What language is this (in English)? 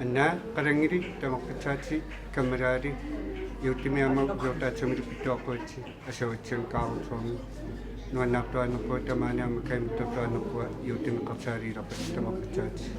Kalaallisut